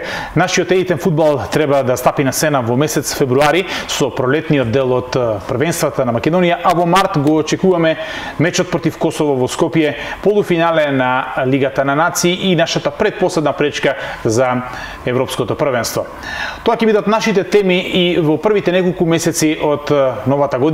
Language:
Macedonian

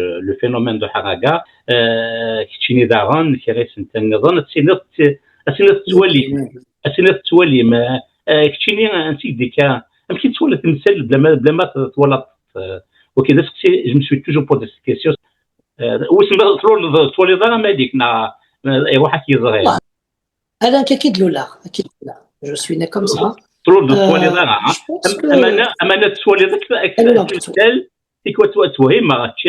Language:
Kabyle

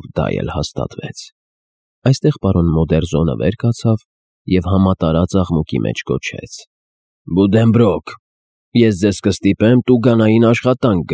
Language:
Armenian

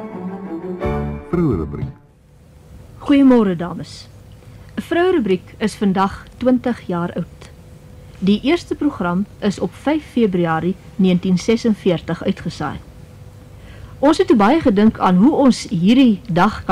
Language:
Afrikaans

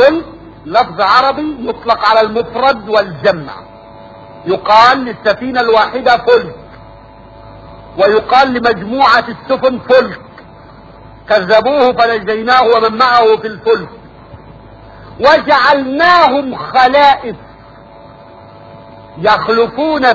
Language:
Arabic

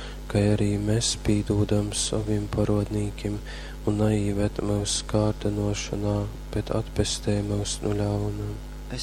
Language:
Latgalian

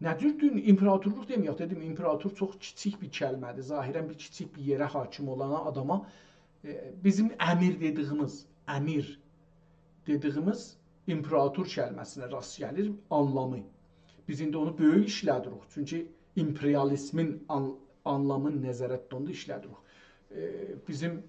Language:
South Azerbaijani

